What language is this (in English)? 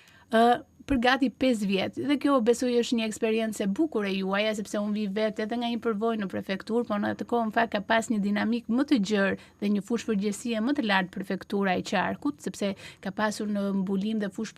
Albanian